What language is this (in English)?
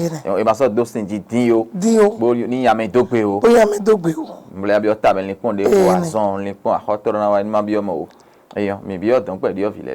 Fon